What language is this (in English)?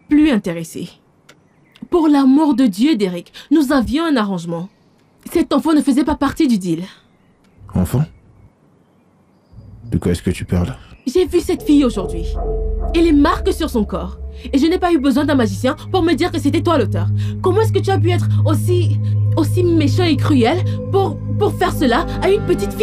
French